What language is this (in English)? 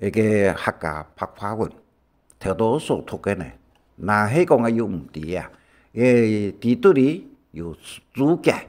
Hakka Chinese